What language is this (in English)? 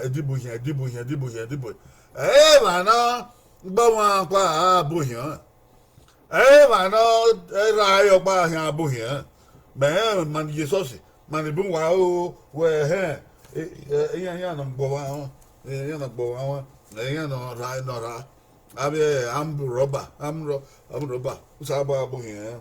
Bini